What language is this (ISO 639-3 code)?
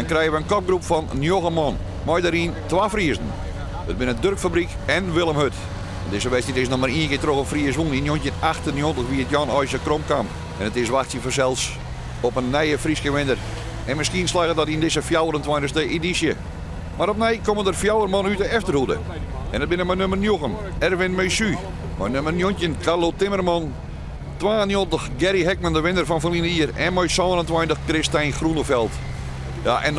fry